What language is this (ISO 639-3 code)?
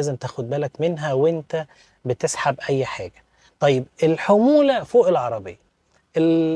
arz